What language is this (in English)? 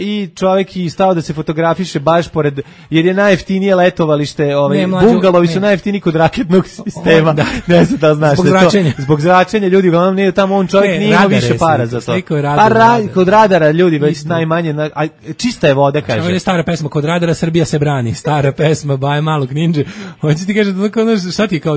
Serbian